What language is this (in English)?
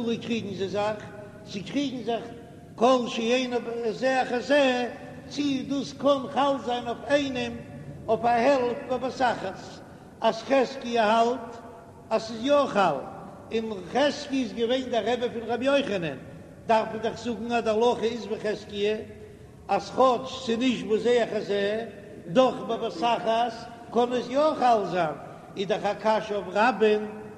Yiddish